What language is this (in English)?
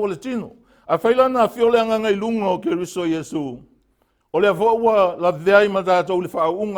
Samoan